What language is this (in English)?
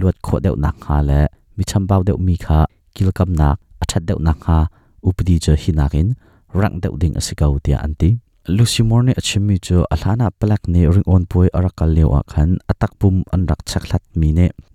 Hakha Chin